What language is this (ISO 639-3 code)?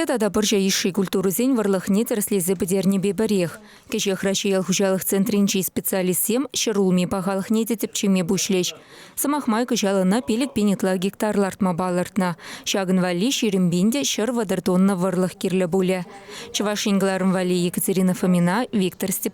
chv